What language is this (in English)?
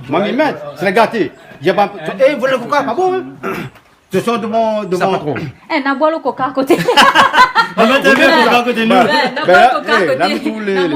Réunion Creole French